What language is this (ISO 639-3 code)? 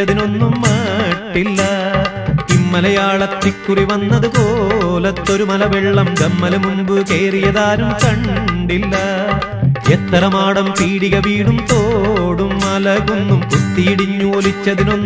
mal